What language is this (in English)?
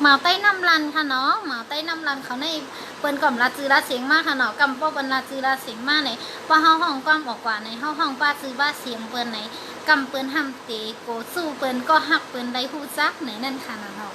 Shan